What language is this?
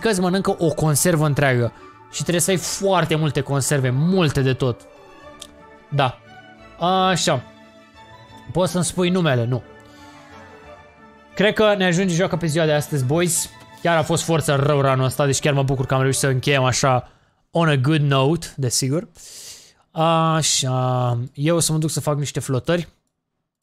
Romanian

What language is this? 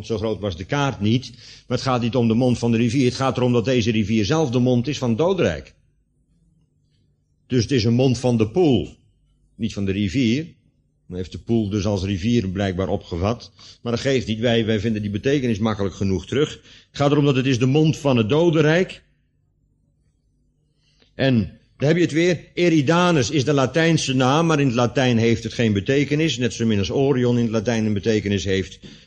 Dutch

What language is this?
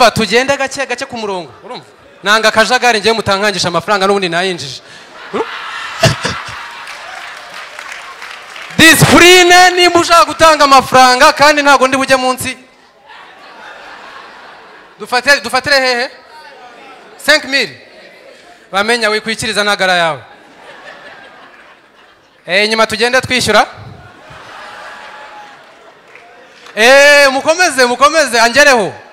Kinyarwanda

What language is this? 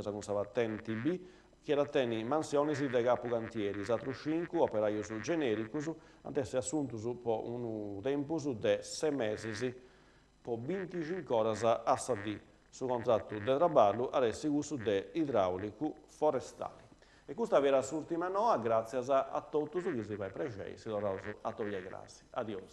Sardinian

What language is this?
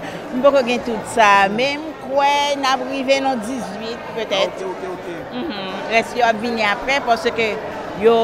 Haitian Creole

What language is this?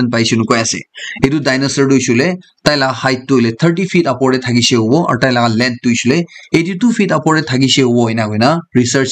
Naga Pidgin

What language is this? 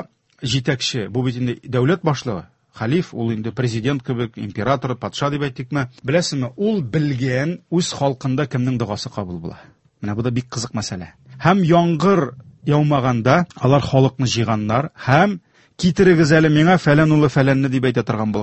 Tatar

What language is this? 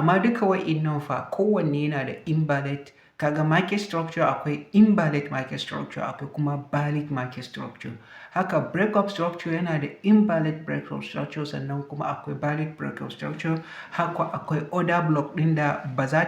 Hausa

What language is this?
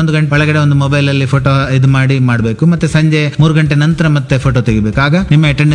Kannada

